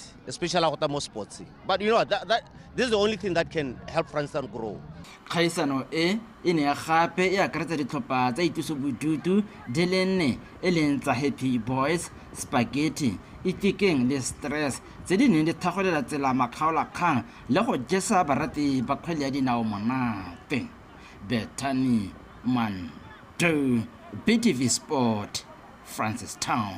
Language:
Tswana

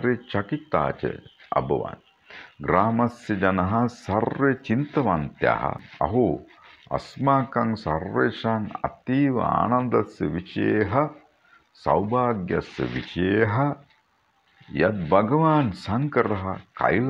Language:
Sanskrit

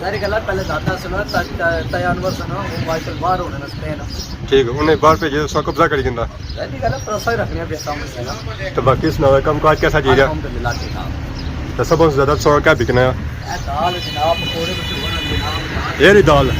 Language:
Pahari-Potwari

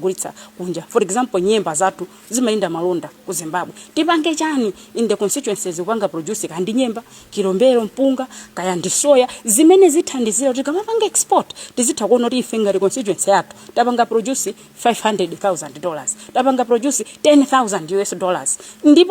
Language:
Nyanja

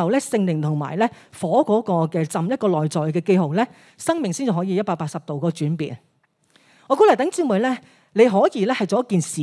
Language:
Cantonese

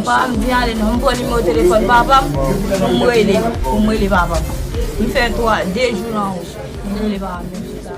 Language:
Haitian Creole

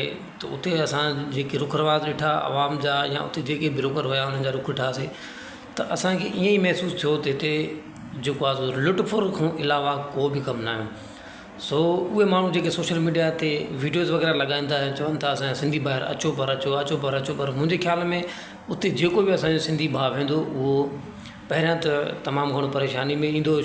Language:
Sindhi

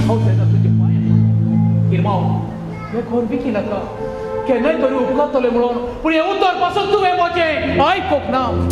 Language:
Konkani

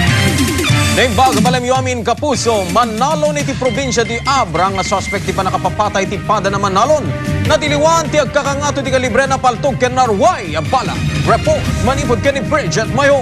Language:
Iloko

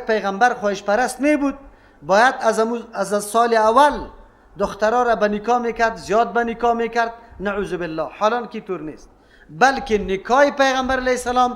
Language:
Persian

